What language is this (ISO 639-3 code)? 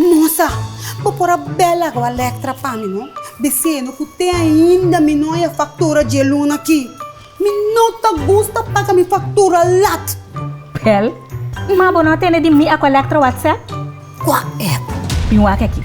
pap